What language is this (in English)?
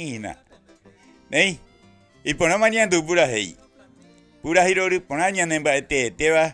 Guarani